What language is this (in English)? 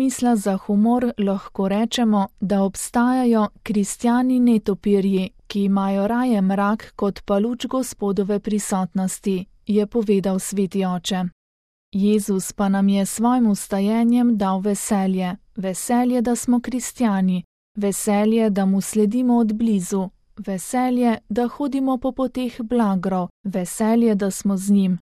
Slovenian